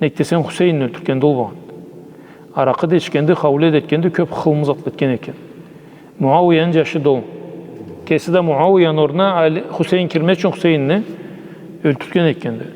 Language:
Karachay-Balkar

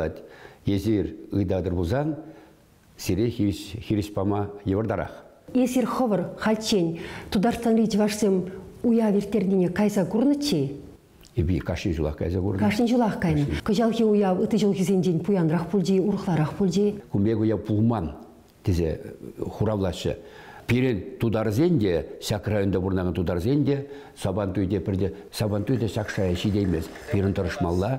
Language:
Chuvash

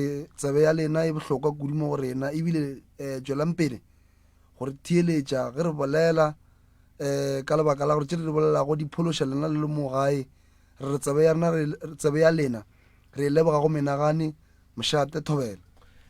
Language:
Northern Sotho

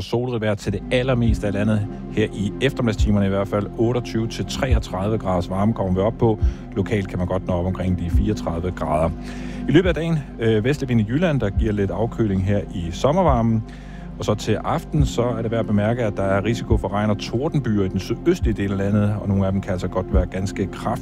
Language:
Danish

